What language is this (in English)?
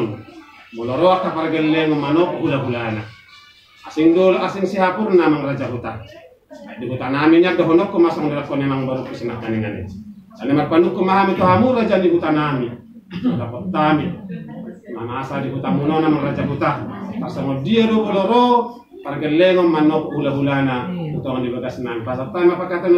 Batak Toba